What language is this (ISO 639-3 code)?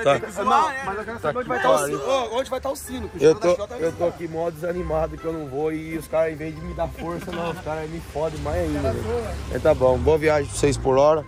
por